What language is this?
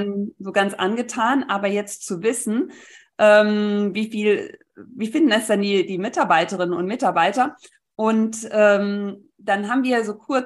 German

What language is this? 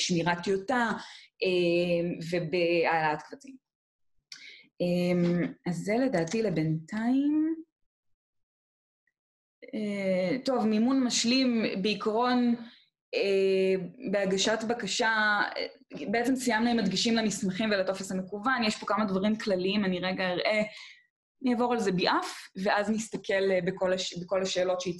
Hebrew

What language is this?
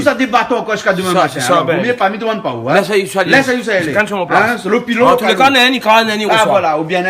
Réunion Creole French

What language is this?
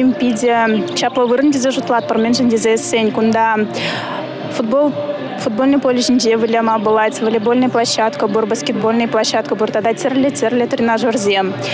Chuvash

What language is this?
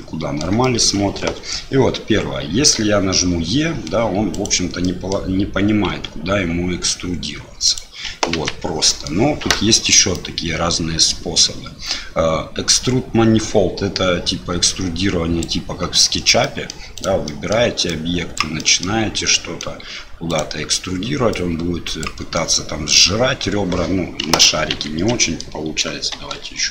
Russian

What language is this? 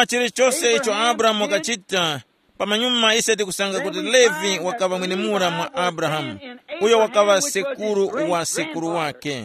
Tumbuka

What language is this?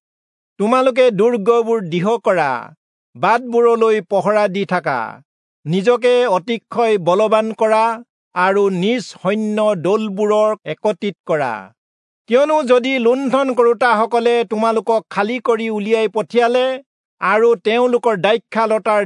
Assamese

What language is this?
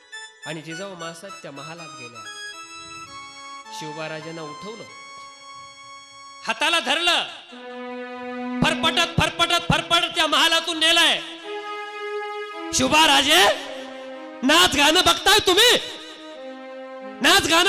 Marathi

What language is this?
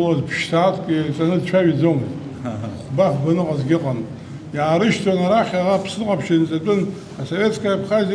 Abkhazian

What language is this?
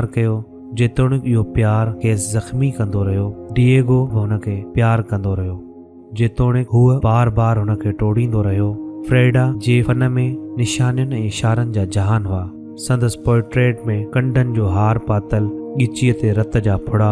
Sindhi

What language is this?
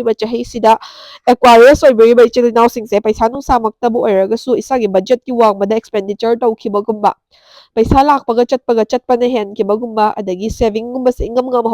Manipuri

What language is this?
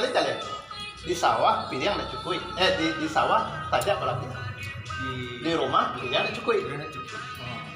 Minangkabau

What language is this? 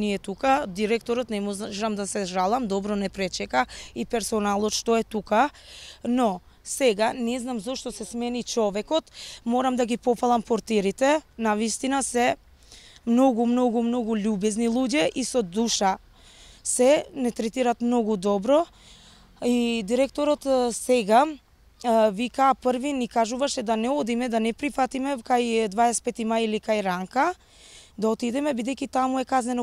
Macedonian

